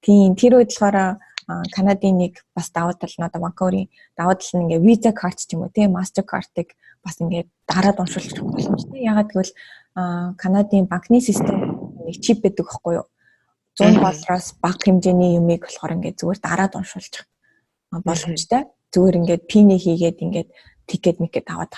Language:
Mongolian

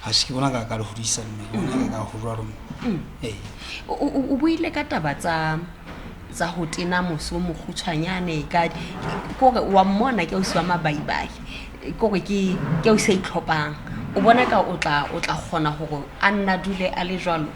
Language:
Southern Sotho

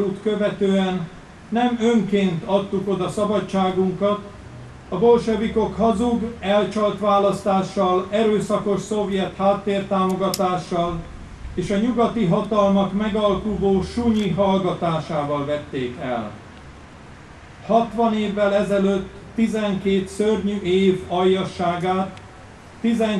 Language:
Hungarian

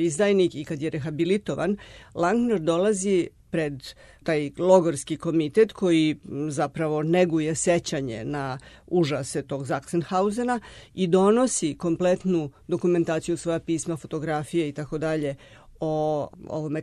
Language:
Serbian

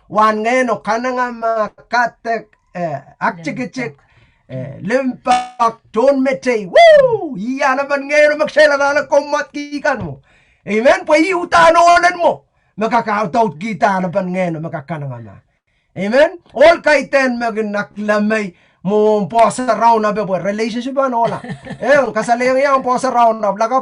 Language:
Pohnpeian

